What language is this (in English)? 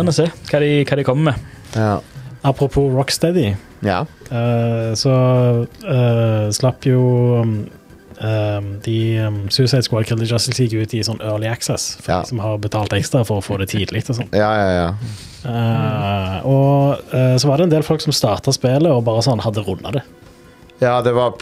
Norwegian